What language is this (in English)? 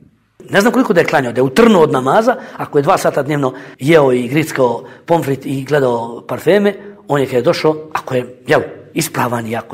Bosnian